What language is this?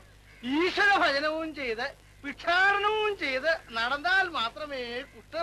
Malayalam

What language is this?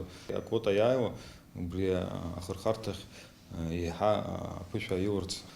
Abkhazian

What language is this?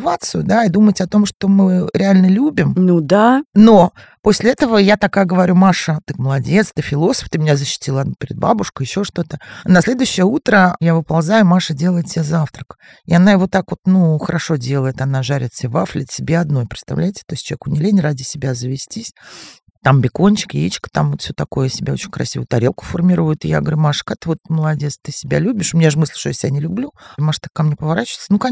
Russian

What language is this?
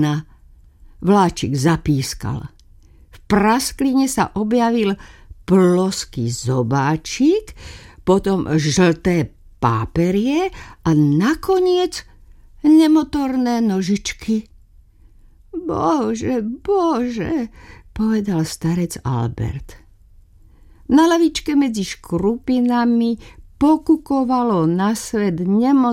Slovak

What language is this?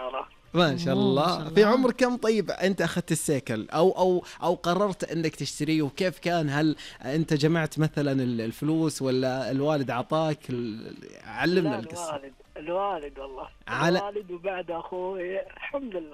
Najdi Arabic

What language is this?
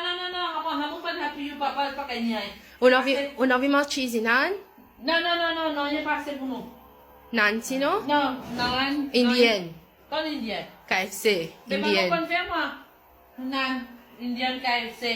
Morisyen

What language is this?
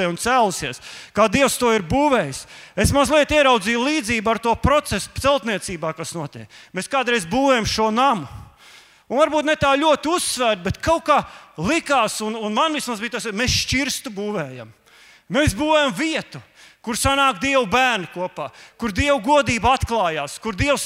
Latvian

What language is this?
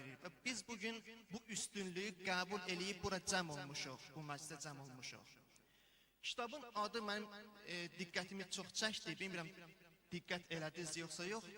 Azerbaijani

